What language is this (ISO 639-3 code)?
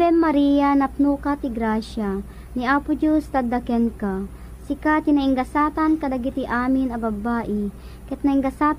ilo